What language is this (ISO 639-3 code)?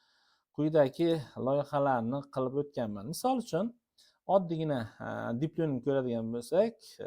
uzb